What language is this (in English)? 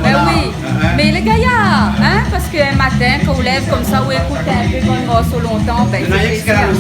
Réunion Creole French